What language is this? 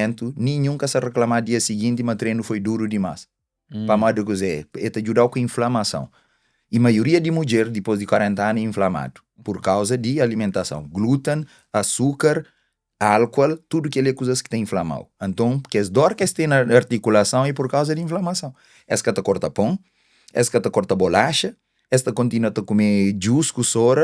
Kabuverdianu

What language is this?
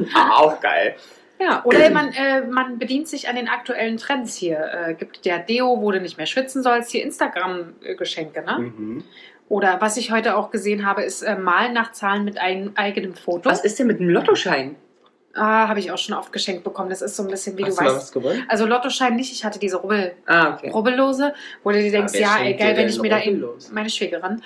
German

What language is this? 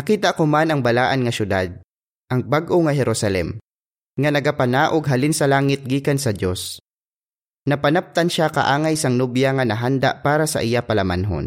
Hiligaynon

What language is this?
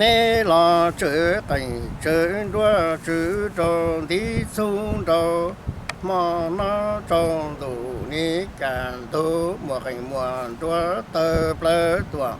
Hmong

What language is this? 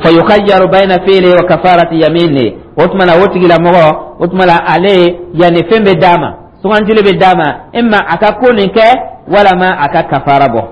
Dyula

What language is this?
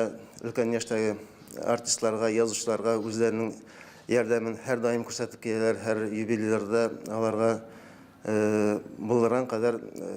Tatar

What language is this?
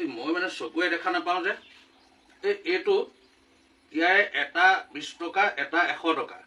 Assamese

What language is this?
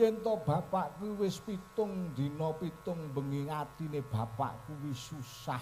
Javanese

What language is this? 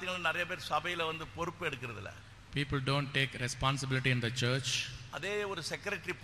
Tamil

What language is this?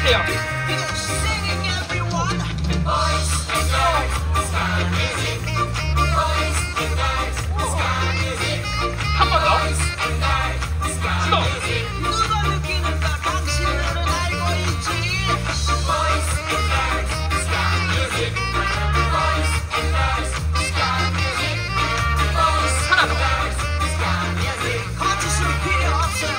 Korean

